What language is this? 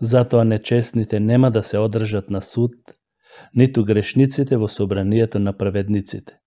Macedonian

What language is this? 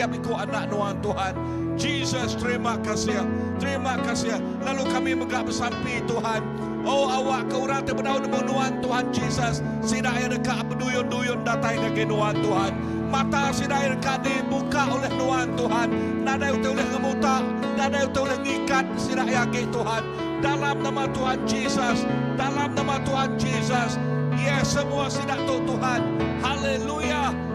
Iban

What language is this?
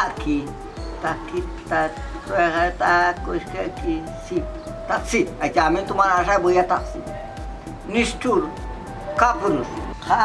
Sylheti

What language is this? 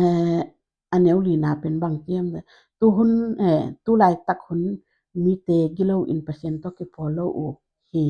Tedim Chin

